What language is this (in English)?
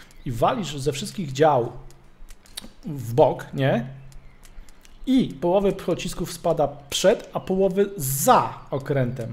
Polish